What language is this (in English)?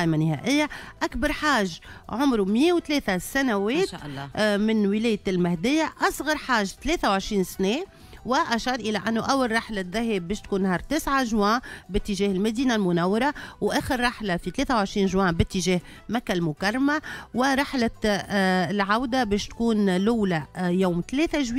Tunisian Arabic